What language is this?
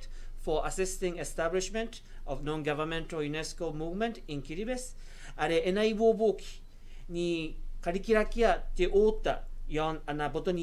Gilbertese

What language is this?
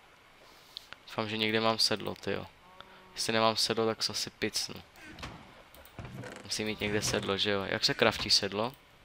Czech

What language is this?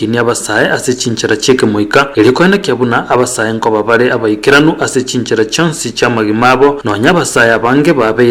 Gusii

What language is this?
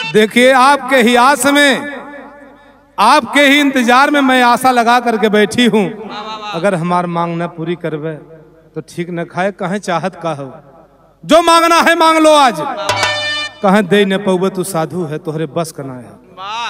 Bhojpuri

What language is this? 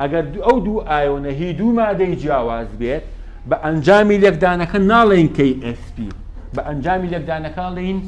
Central Kurdish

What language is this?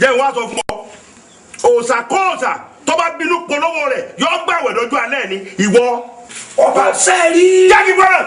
Yoruba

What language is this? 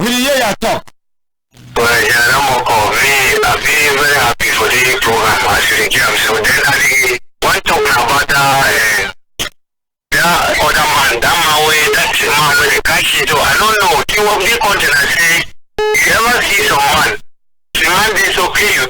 Cameroon Pidgin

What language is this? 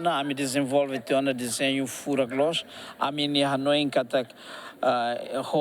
Tetum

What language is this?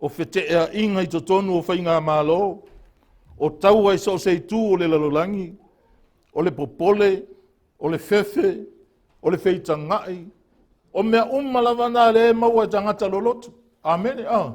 Samoan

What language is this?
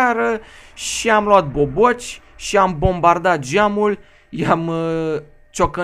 Romanian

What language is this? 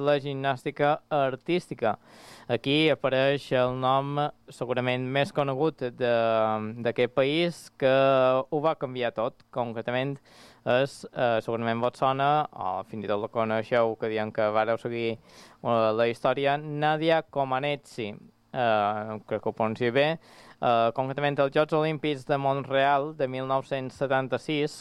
Catalan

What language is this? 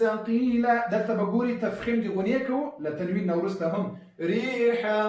Pashto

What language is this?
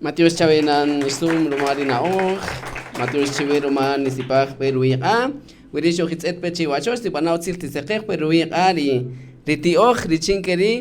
Kaqchikel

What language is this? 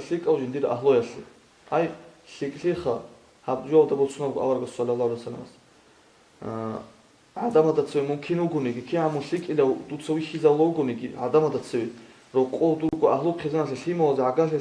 Avaric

